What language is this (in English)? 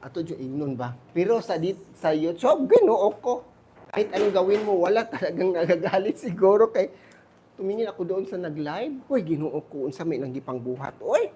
Cebuano